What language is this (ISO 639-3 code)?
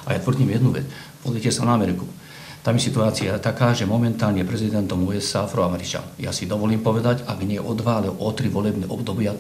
slk